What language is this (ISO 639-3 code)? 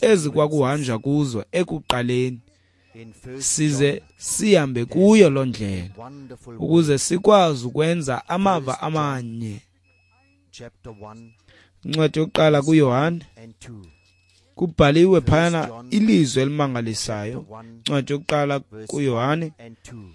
xho